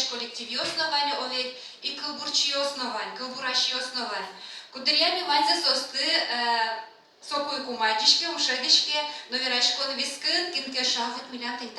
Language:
Udmurt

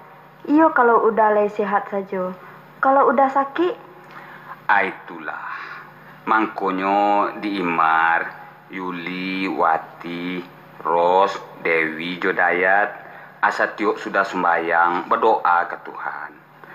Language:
Minangkabau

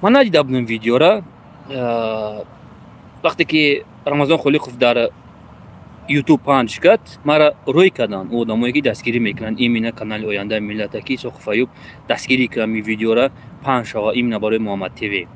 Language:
Tajik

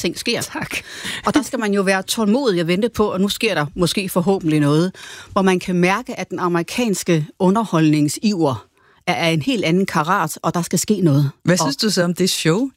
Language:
Danish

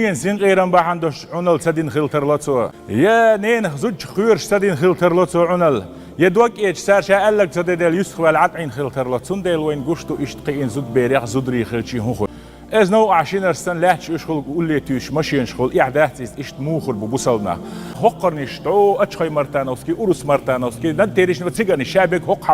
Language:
Chechen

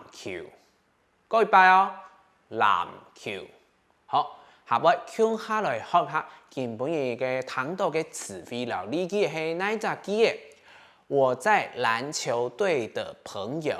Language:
Hakka Chinese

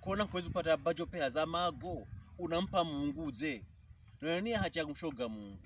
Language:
Pokomo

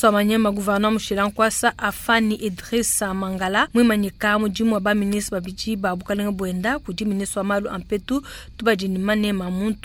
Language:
Luba-Lulua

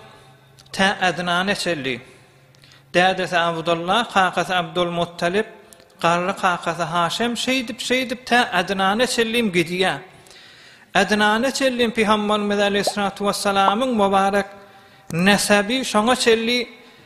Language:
Turkmen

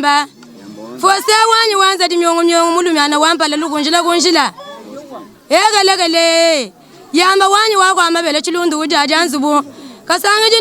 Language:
Luba-Lulua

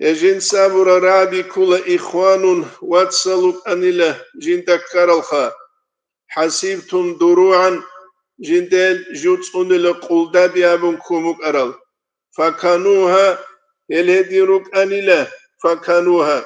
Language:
Avaric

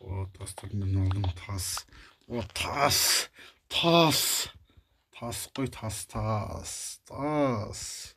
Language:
Kazakh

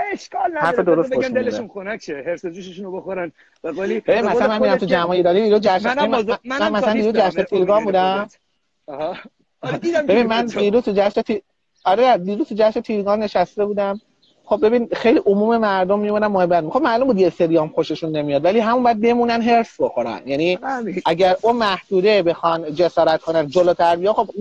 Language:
Persian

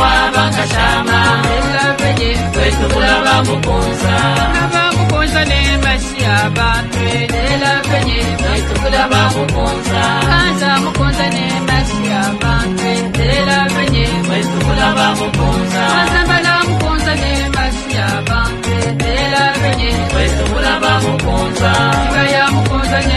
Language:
Luba-Lulua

